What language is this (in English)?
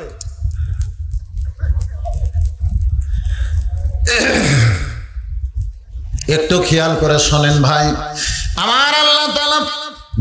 Bangla